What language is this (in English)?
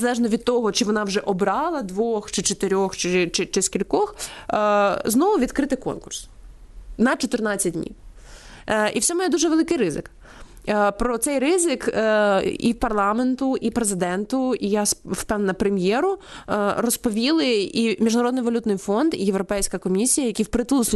Ukrainian